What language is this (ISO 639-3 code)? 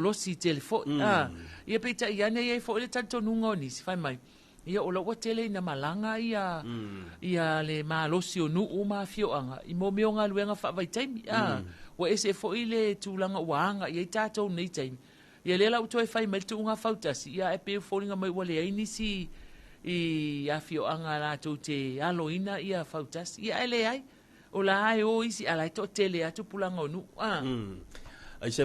smo